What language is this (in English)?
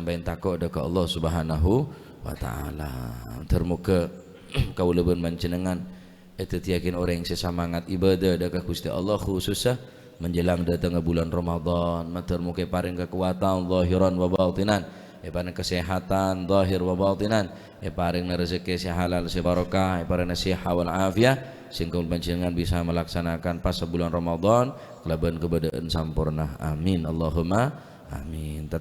Madurese